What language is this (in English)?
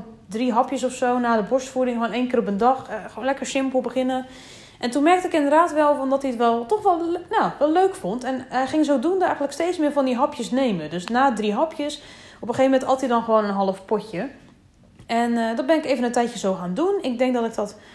Dutch